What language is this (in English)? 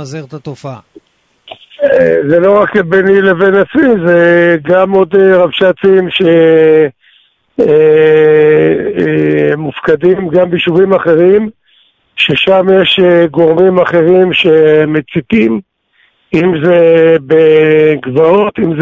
Hebrew